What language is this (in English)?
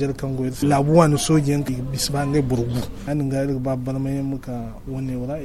Zarma